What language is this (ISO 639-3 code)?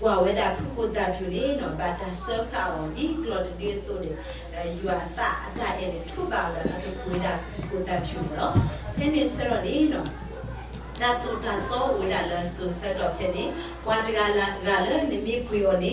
ksw